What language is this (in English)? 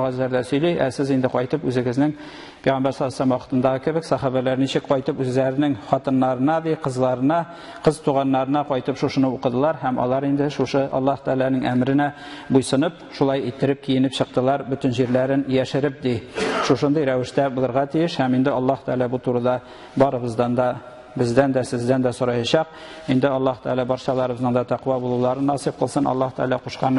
Tatar